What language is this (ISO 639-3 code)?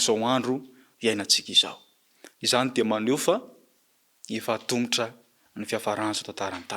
mlg